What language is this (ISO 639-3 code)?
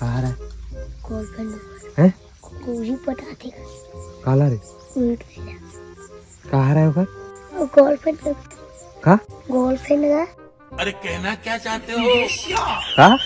hne